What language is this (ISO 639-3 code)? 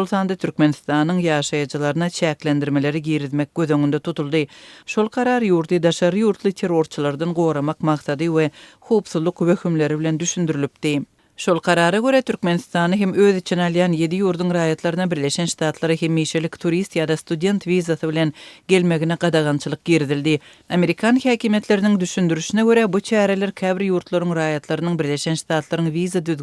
tuk